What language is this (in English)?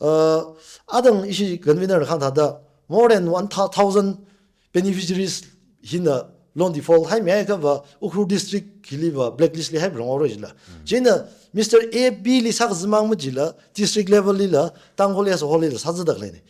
Tangkhul Naga (India)